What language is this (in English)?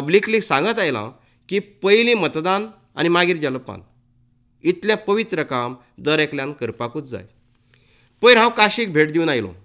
Konkani